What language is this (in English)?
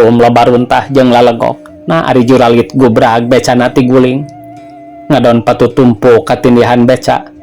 Sundanese